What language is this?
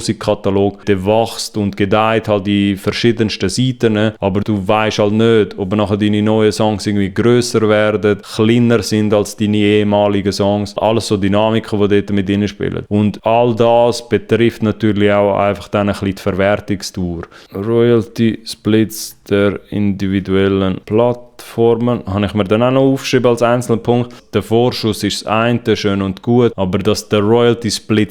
Swiss German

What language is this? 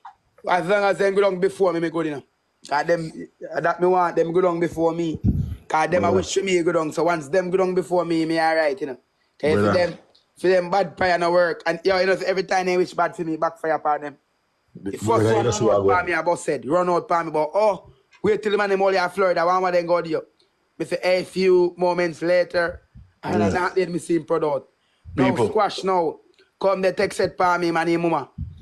Jamaican Creole English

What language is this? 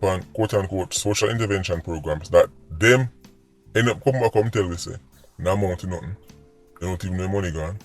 Jamaican Creole English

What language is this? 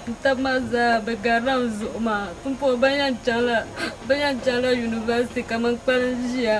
Dagbani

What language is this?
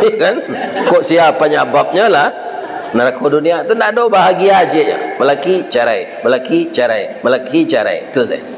Minangkabau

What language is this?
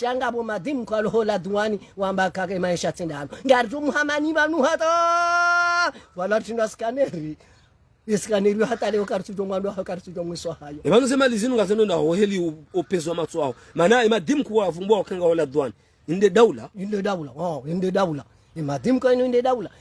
Ngazidja Comorian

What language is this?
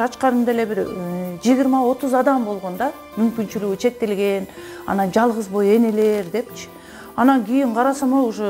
Kyrgyz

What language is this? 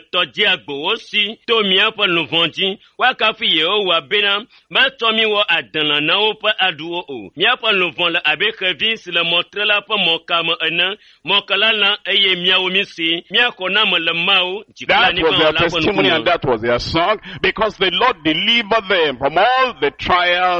Ewe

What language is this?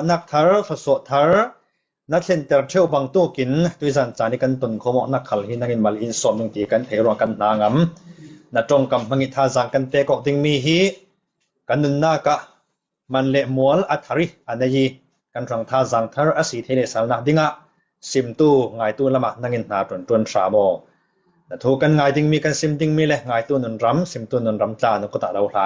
Falam Chin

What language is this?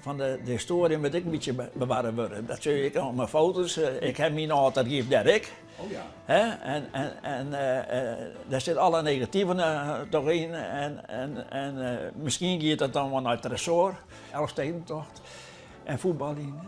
Western Frisian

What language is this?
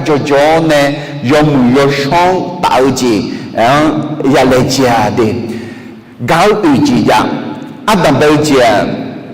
Akha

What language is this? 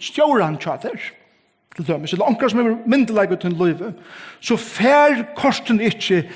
Faroese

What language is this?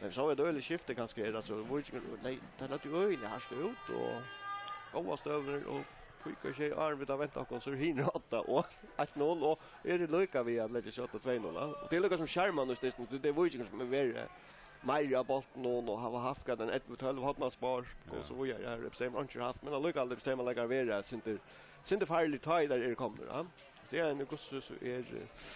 Faroese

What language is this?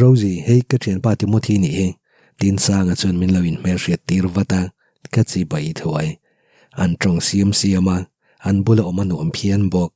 Mizo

